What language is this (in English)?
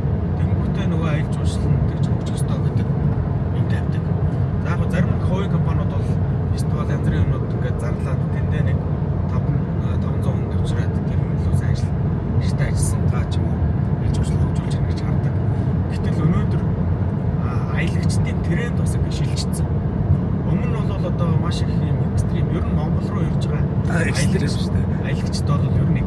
Mongolian